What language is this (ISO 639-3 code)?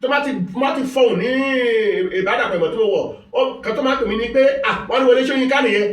yor